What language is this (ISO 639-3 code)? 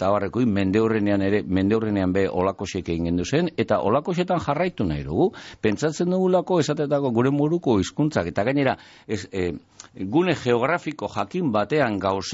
eus